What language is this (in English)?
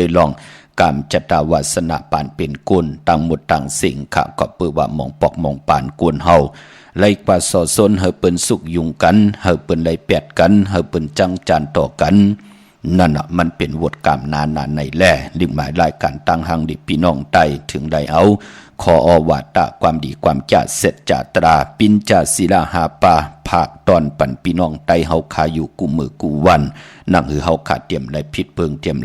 Shan